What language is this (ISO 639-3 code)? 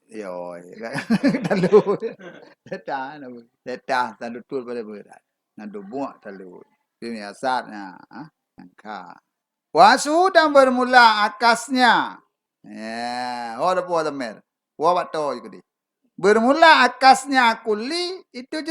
ace